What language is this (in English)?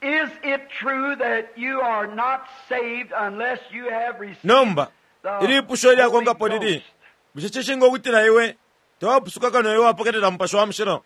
Bemba